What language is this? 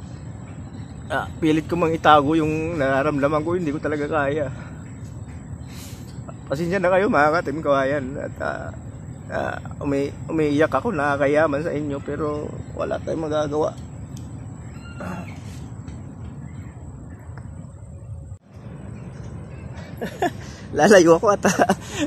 Filipino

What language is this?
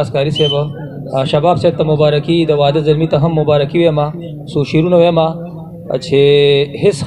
Pashto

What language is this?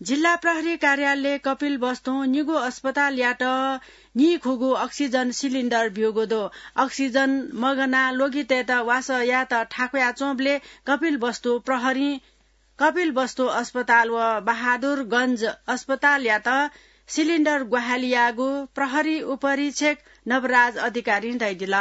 Newari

